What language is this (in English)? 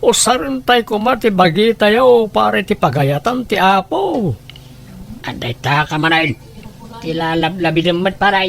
Iloko